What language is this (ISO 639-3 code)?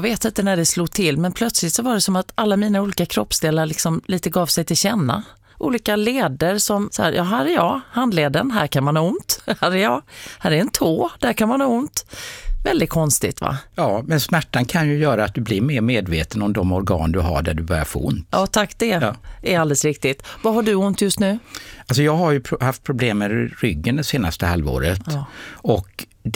swe